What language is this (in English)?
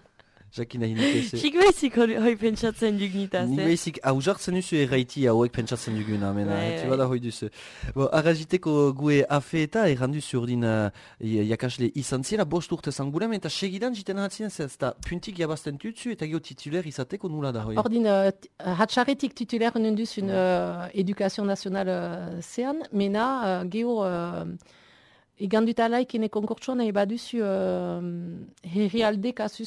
Basque